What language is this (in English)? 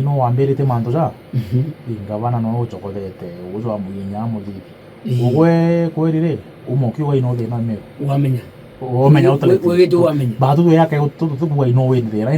Meru